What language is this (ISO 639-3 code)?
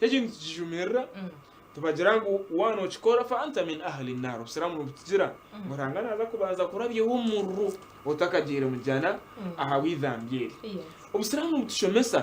nyn